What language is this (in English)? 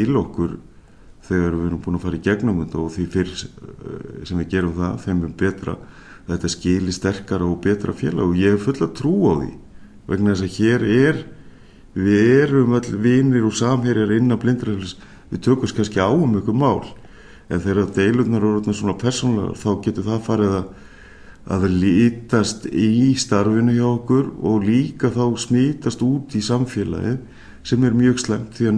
Icelandic